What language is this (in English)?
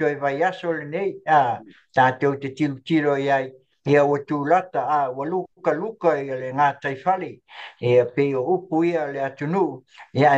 Samoan